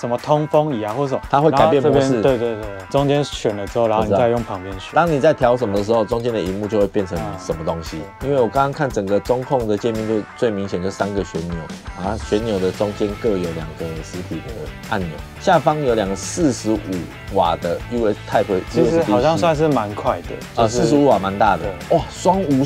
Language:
Chinese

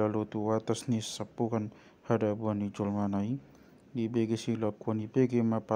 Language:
Batak Toba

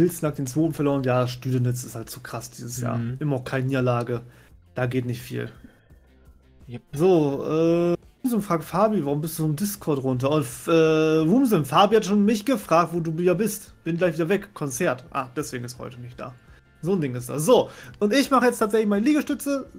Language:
German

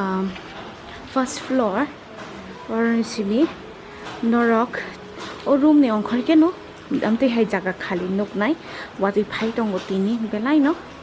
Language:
Kok Borok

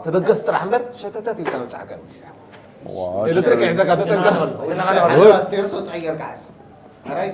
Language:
Tigrinya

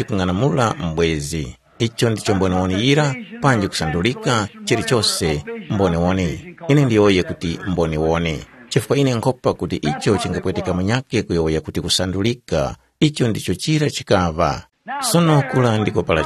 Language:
Tumbuka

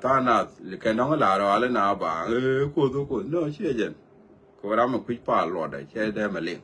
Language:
Nuer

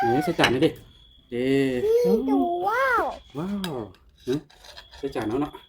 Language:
Lao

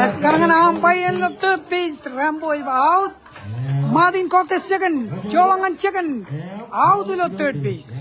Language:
Marshallese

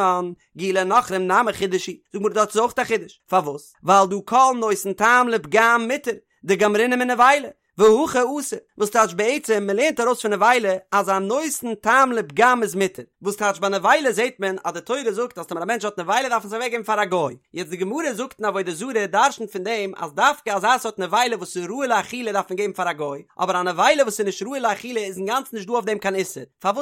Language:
Yiddish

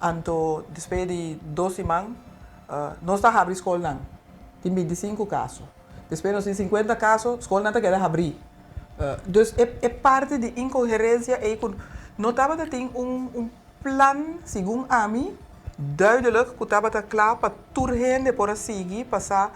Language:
Papiamento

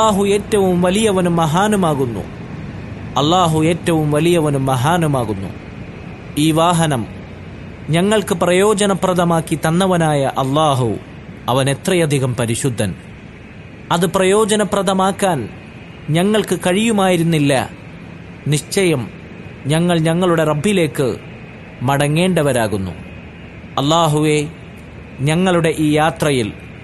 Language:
Malayalam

